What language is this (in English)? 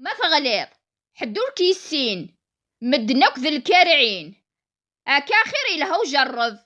Kabyle